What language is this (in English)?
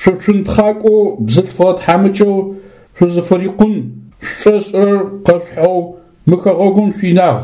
Adyghe